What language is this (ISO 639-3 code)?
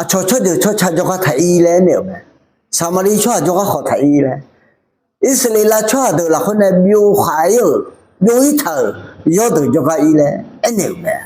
ahk